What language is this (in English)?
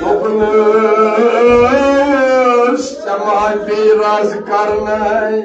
Kashmiri